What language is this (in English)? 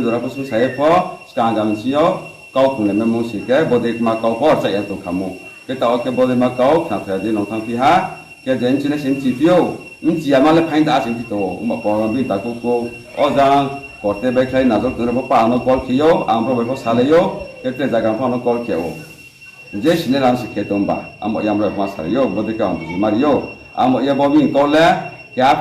Riang (India)